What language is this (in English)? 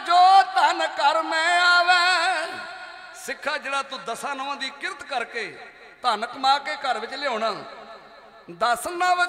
Punjabi